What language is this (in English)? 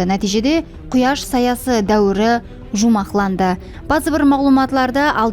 Kara-Kalpak